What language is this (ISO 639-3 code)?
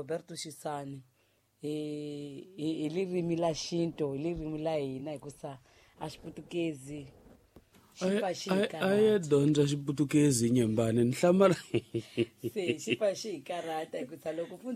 tso